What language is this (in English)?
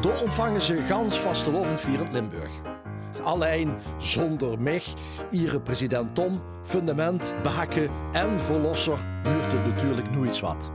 Limburgish